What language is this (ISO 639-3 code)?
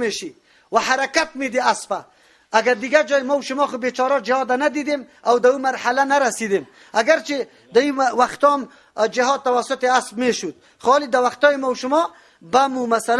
fas